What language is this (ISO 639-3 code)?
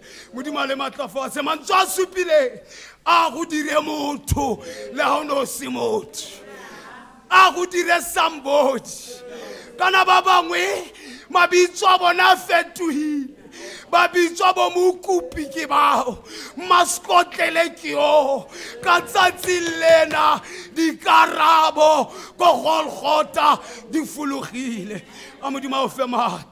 tsn